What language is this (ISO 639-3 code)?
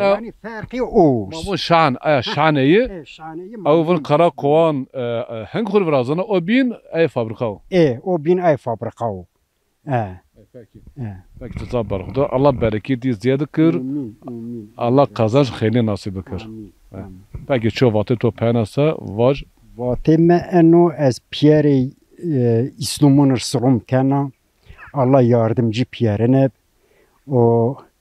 zza